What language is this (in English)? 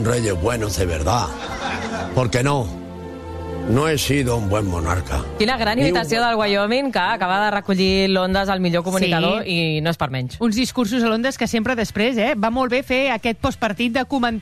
Catalan